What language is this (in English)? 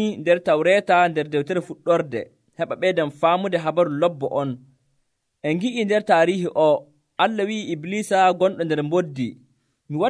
Nigerian Fulfulde